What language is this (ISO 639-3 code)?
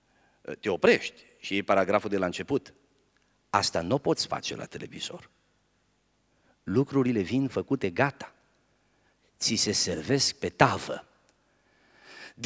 ron